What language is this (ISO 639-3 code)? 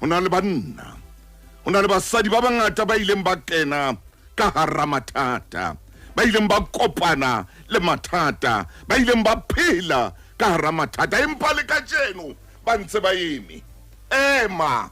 sot